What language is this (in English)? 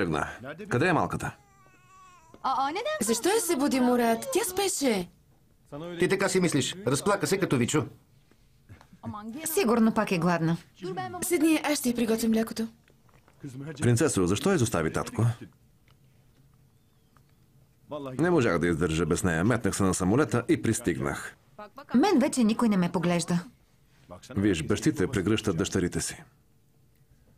Bulgarian